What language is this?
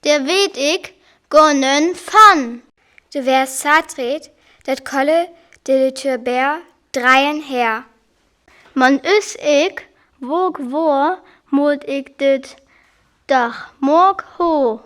Northern Frisian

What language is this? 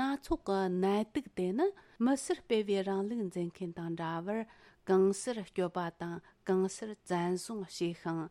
Tibetan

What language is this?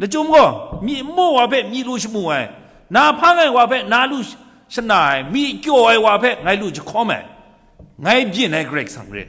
Kachin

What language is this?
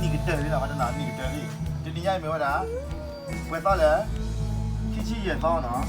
S'gaw Karen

